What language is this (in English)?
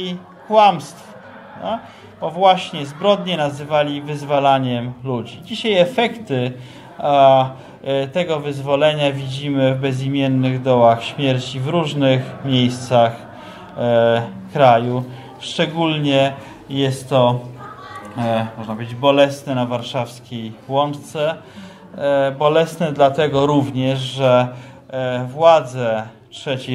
Polish